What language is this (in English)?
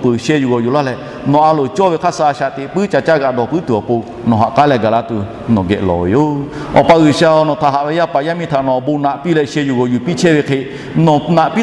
Lahu